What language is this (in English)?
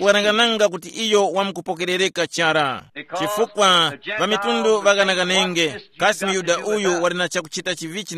Tumbuka